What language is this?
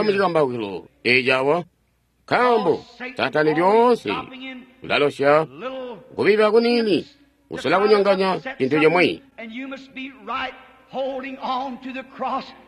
Tonga (Zambia)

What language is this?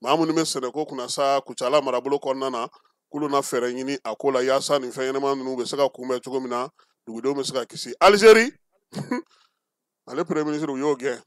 Bambara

